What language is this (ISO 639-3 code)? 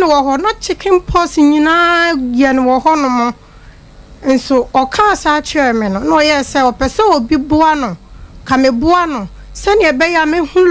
aka